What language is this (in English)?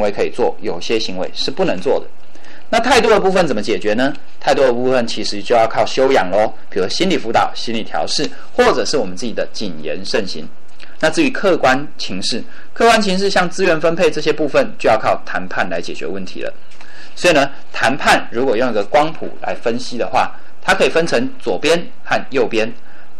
Chinese